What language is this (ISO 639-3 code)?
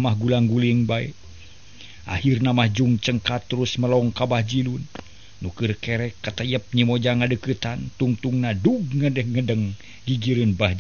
sun